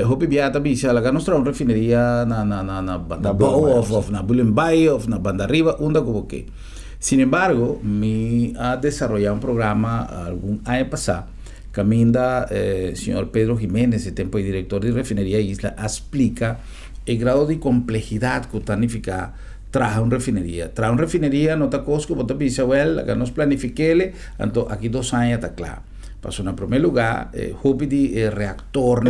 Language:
Papiamento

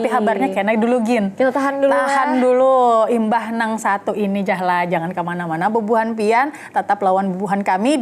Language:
Banjar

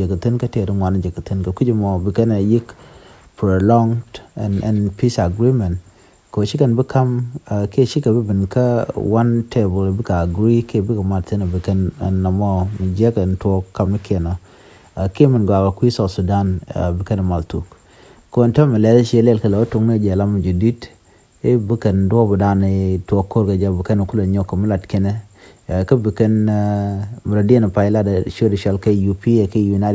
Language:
Nuer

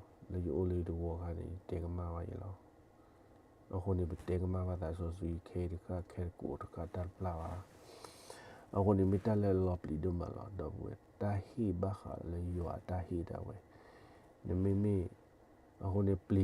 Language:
S'gaw Karen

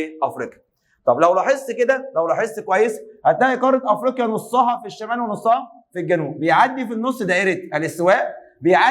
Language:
Egyptian Arabic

